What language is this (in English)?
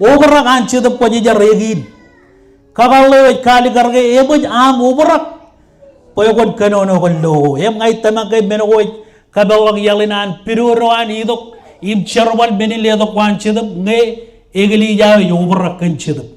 Marshallese